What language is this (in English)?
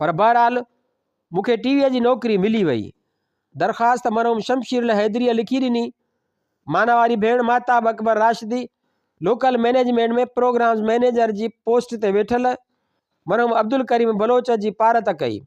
Sindhi